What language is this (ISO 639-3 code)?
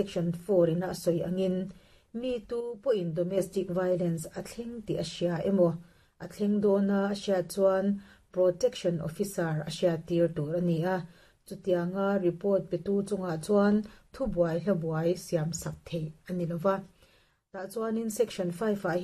lus